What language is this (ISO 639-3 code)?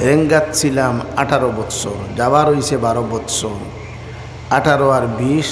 syl